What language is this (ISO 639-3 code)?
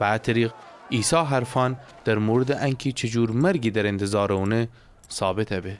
glk